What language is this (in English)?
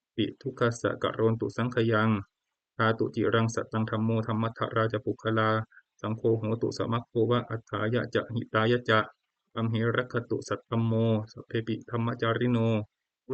Pali